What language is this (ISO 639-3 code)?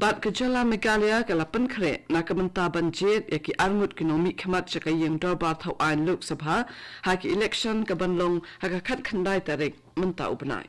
kha